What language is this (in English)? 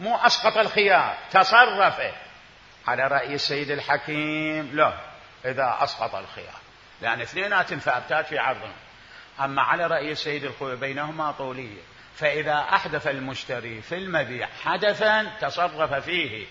Mesopotamian Arabic